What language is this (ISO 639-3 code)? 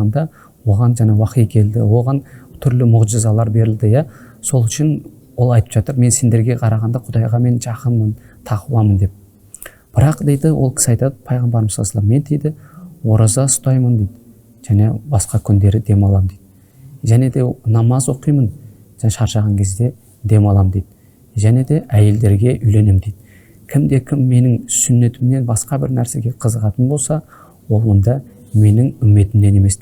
kaz